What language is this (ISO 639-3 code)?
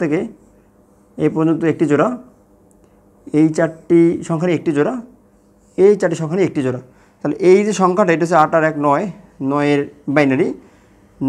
ben